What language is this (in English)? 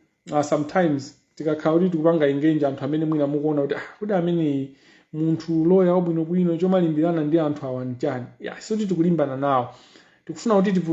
Nyanja